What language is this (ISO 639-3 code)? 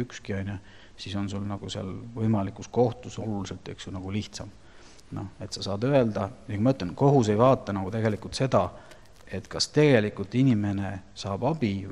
est